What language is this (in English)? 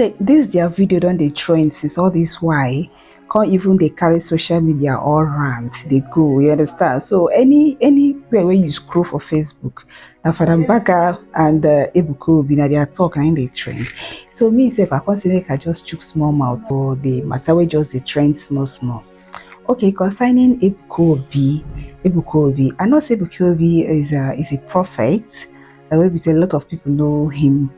Nigerian Pidgin